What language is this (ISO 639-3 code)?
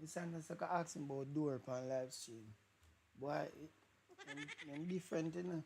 jam